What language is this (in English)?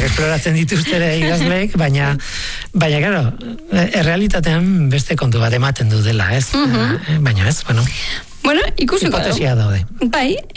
Basque